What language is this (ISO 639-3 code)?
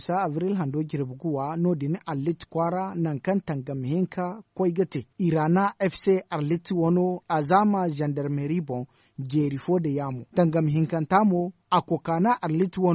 dje